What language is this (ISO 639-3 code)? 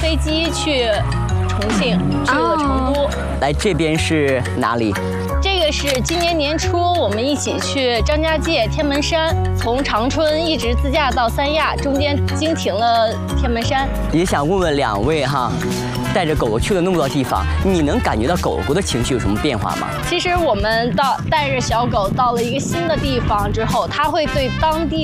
zho